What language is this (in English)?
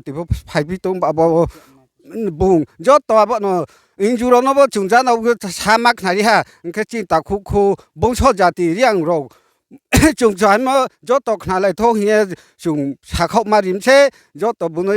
Riang (India)